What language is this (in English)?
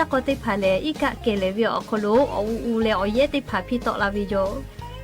Lahu